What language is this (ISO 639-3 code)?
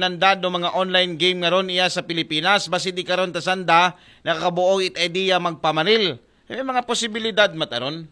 akl